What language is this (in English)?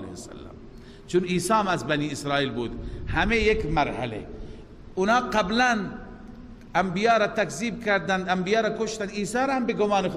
Persian